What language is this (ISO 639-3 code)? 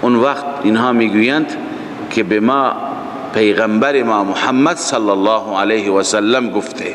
fas